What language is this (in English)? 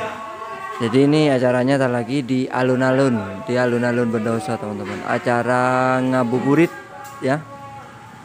Indonesian